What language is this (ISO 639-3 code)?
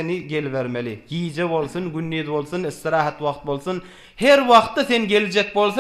tuk